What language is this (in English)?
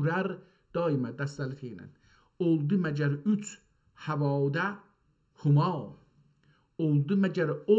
South Azerbaijani